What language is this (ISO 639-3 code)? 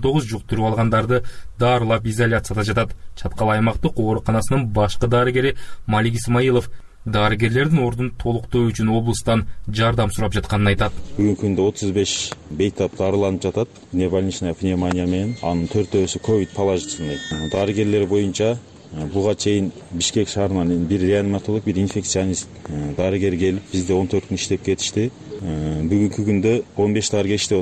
kir